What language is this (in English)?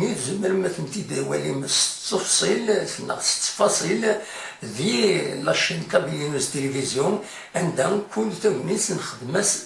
Kabyle